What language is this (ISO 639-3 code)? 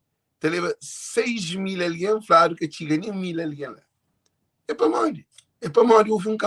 kea